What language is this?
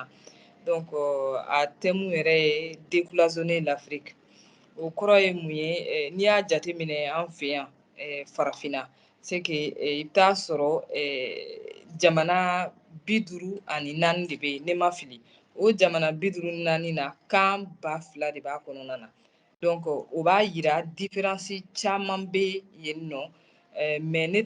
Bambara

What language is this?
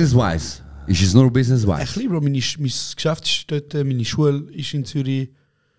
Swiss German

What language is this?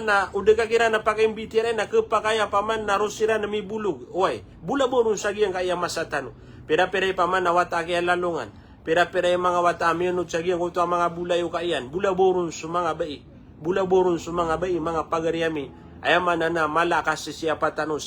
Maranao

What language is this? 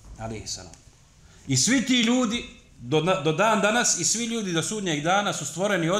Bosnian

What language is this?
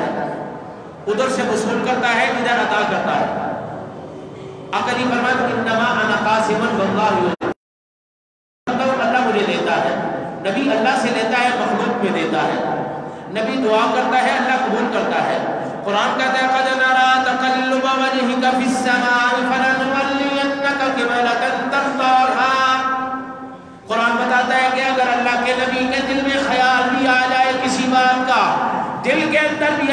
Urdu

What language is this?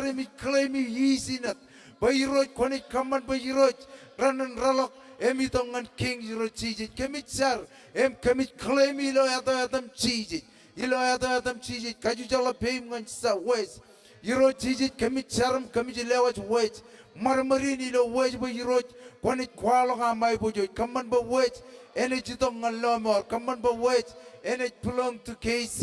Marshallese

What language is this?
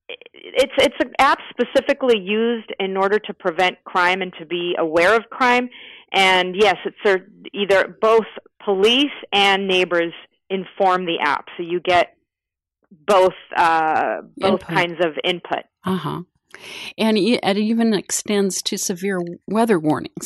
English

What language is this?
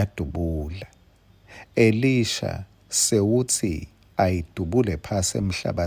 Swati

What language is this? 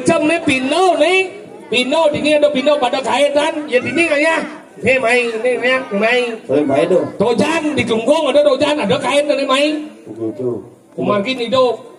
Balinese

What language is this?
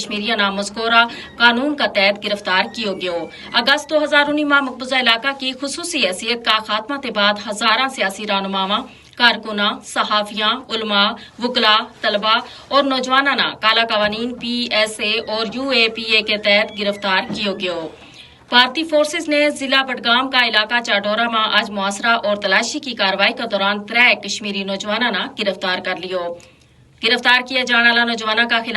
Gujari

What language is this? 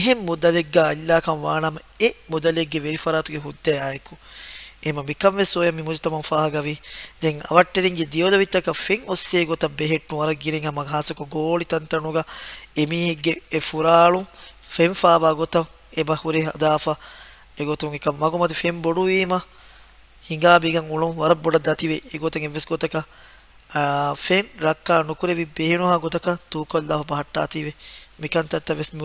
Divehi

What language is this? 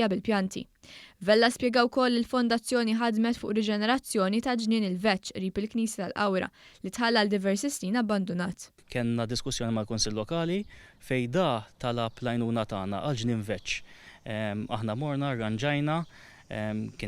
Maltese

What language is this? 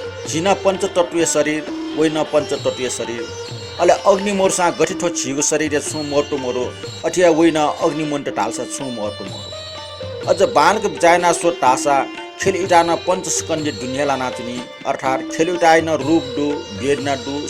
Newari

